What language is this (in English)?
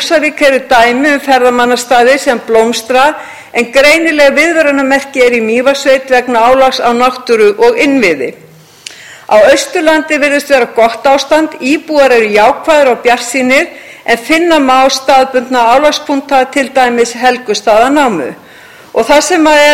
Icelandic